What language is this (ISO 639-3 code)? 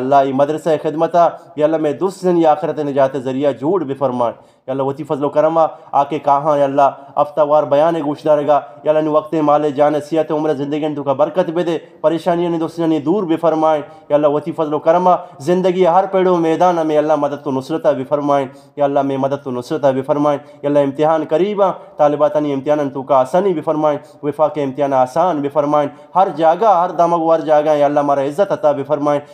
bgp